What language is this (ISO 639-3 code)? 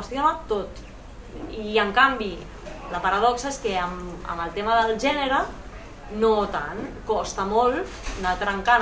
cat